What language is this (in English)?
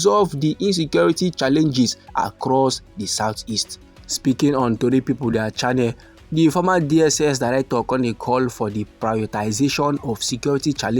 Nigerian Pidgin